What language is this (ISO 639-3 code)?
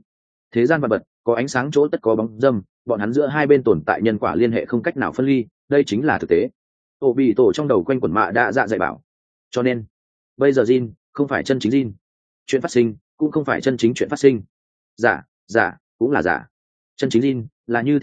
vie